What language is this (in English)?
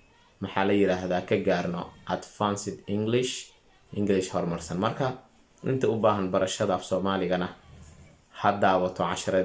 Somali